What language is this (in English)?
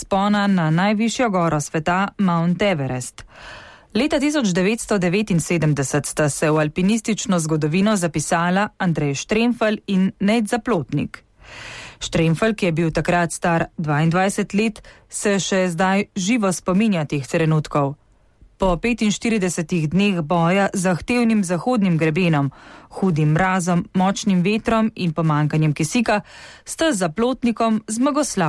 Slovenian